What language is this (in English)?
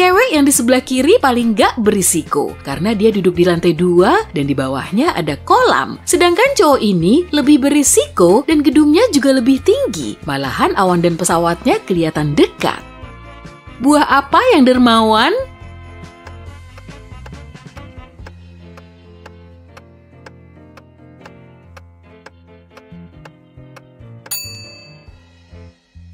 Indonesian